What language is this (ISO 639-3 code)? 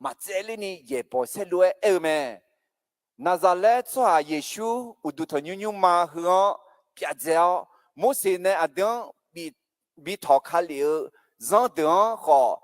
ahk